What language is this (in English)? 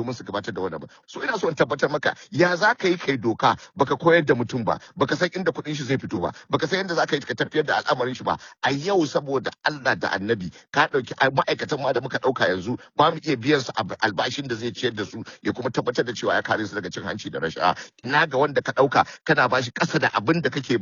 Hausa